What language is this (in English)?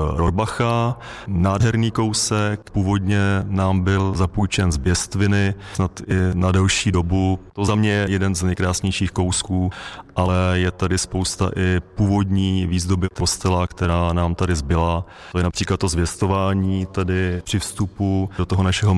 Czech